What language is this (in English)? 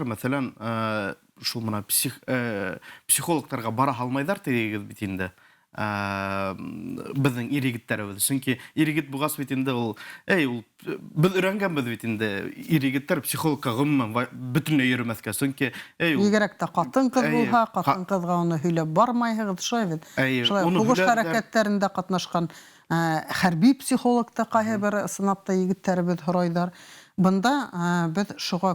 Bashkir